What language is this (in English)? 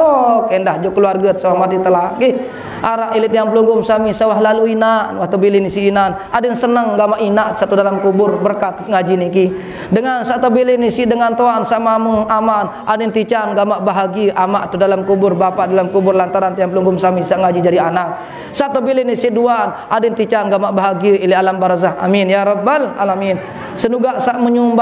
Sasak